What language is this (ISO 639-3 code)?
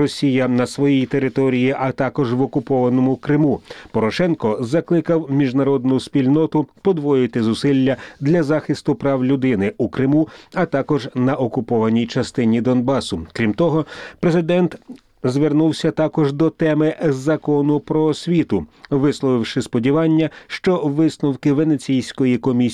ukr